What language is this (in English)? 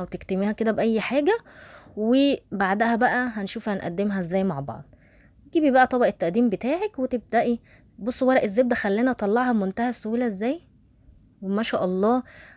Egyptian Arabic